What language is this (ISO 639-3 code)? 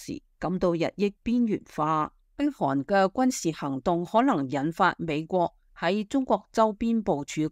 yue